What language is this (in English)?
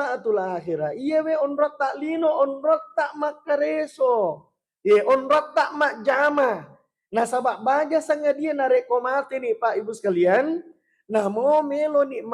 Buginese